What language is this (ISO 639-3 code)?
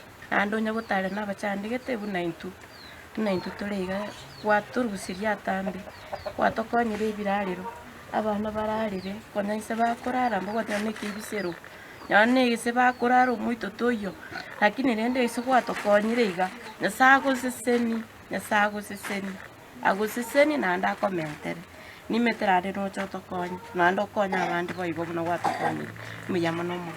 guz